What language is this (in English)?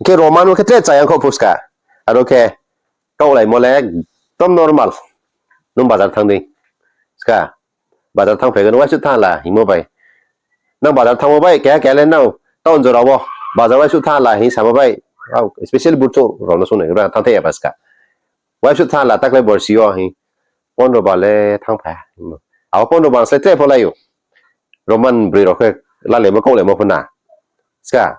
Riang (India)